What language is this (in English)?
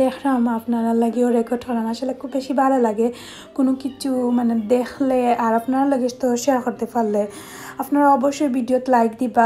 Sylheti